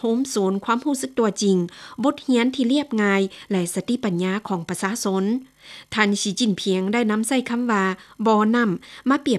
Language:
Lao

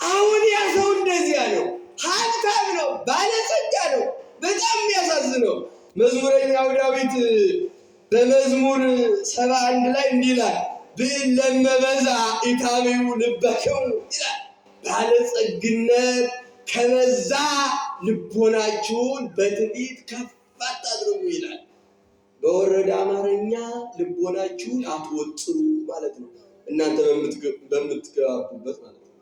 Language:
Amharic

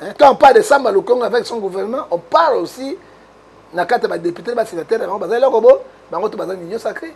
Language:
Lingala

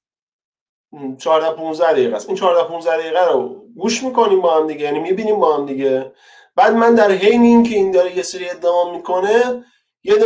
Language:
Persian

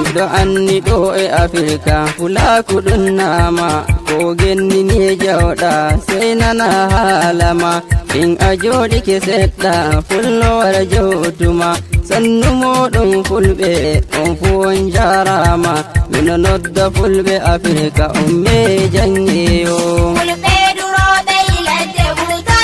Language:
Nigerian Fulfulde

